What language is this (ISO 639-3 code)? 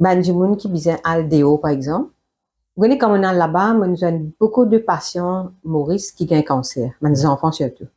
mfe